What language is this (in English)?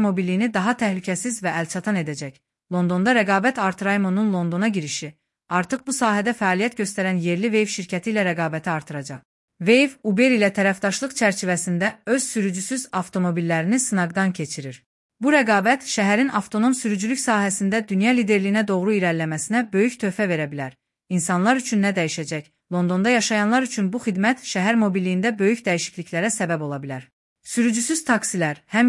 Azerbaijani